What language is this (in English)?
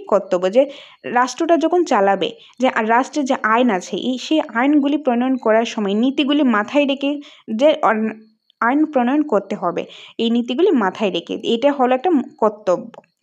Bangla